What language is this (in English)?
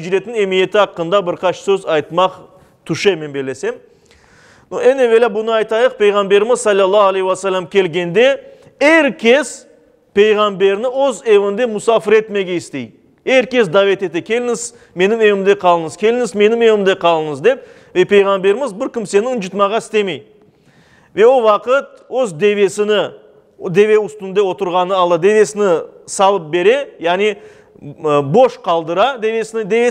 Crimean Tatar